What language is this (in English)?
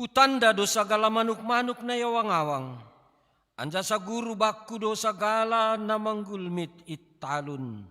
Batak Simalungun